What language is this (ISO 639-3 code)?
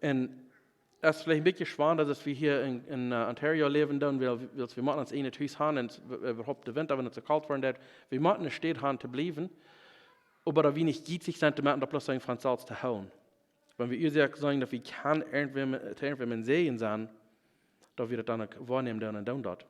pdt